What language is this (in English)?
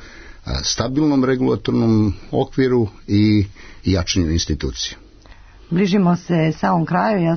Serbian